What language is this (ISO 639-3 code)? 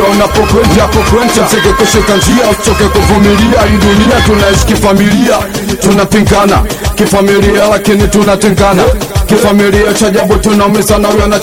swa